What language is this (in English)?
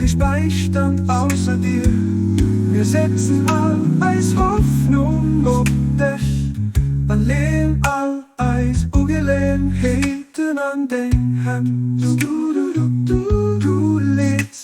Luxembourgish